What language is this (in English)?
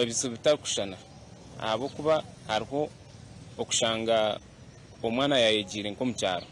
Nyankole